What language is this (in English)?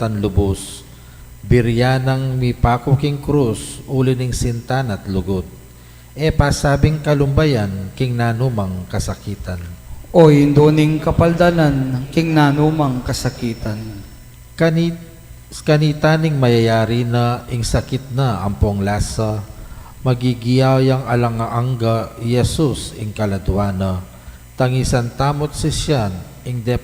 Pampanga